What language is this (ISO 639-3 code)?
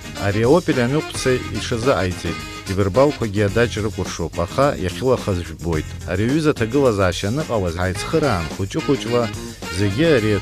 abk